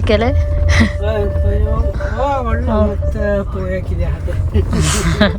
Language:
Konkani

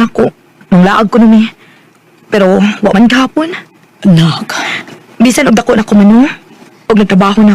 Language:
Cebuano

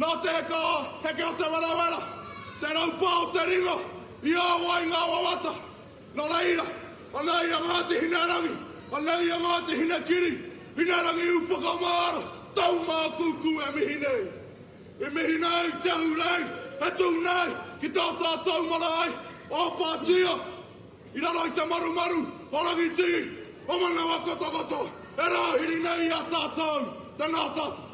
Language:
Māori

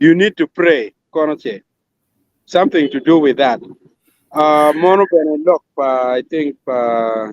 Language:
Acoli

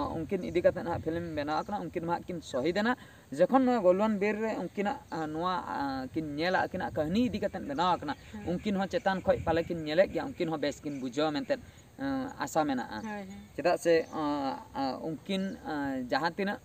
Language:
Santali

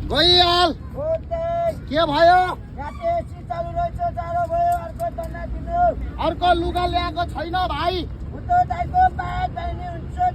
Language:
Nepali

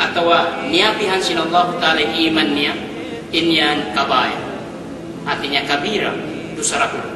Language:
Yakan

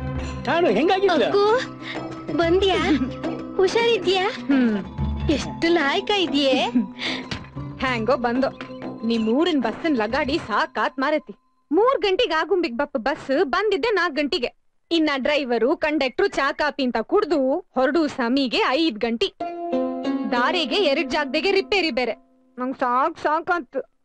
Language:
Kannada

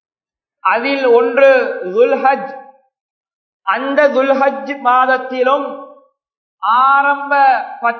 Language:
Tamil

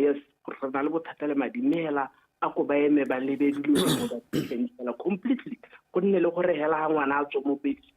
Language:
Tswana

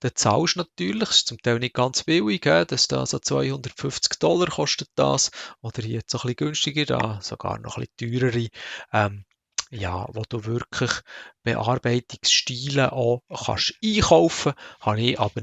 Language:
Swiss German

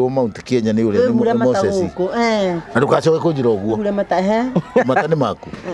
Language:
Kikuyu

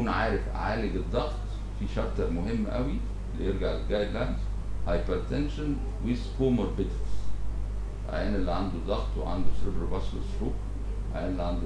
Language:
Egyptian Arabic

